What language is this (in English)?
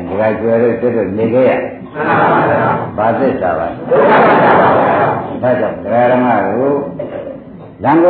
Burmese